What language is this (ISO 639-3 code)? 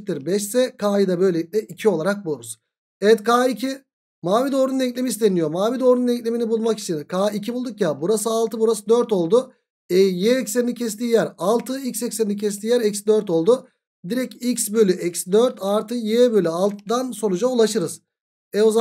tur